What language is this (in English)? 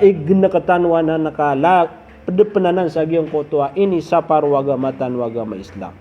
Maranao